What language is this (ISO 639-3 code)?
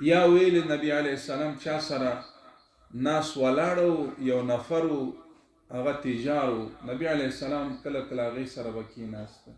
pus